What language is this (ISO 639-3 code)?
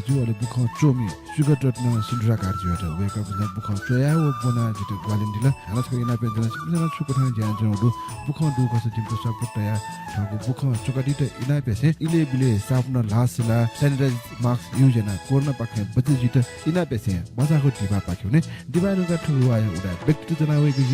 new